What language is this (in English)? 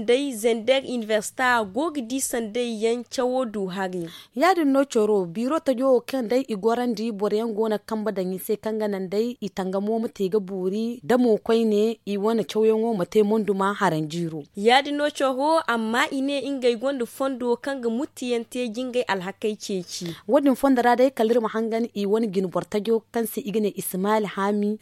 Zarma